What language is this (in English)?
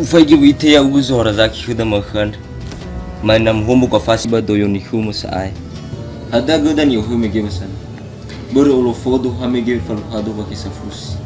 Nias